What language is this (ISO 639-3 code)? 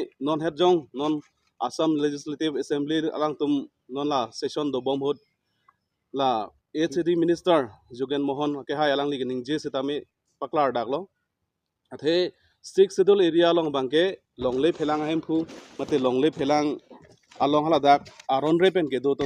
mjw